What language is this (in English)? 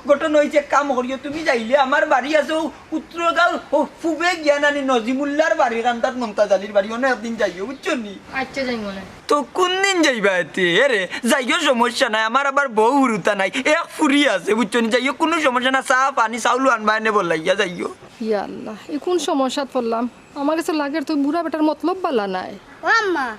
Sylheti